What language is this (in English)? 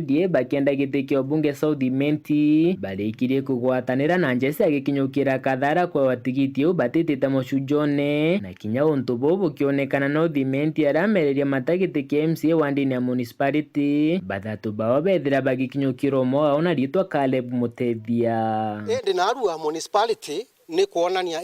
Meru